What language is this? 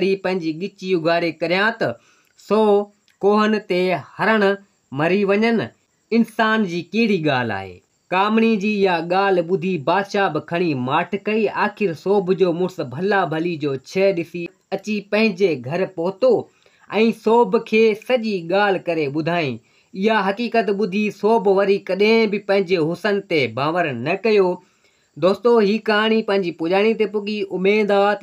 Sindhi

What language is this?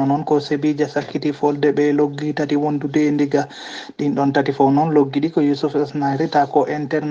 Fula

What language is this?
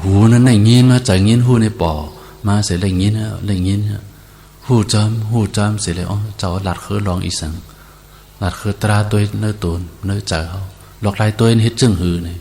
Shan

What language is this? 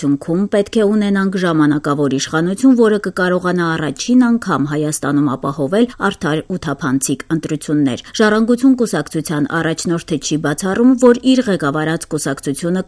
Armenian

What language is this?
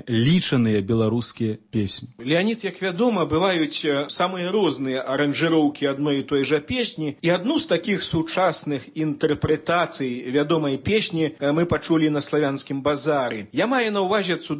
Belarusian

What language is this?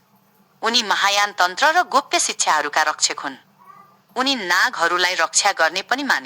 Nepali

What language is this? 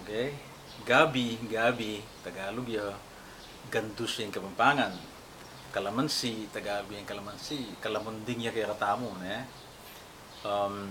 Pampanga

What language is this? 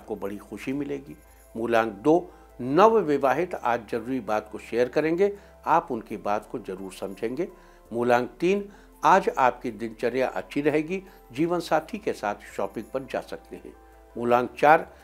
Hindi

